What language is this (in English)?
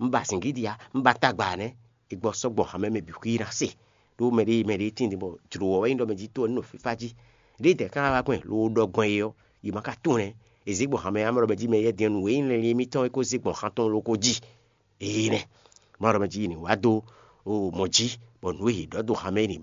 Fon